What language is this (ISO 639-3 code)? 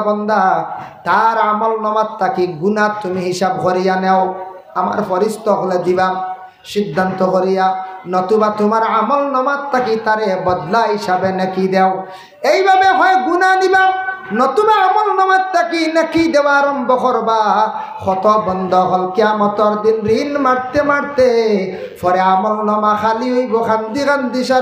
syl